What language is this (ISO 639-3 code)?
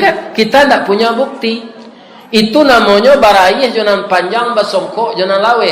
min